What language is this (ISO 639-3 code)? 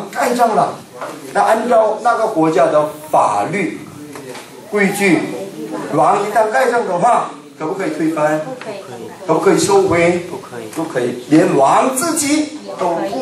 zho